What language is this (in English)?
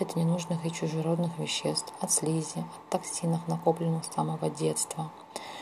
Russian